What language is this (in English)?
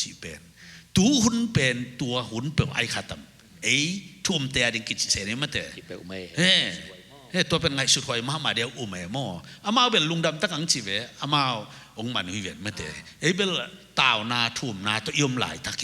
Tedim Chin